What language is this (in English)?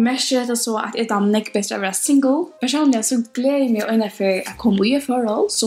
Faroese